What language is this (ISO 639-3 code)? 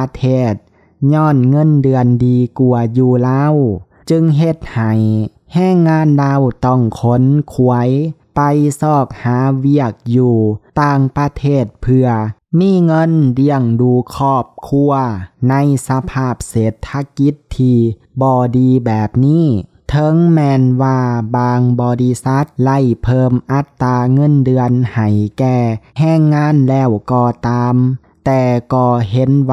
lao